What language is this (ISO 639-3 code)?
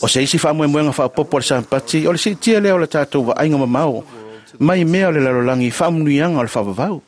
smo